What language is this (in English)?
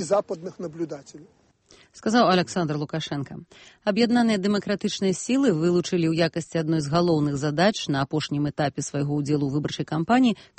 Belarusian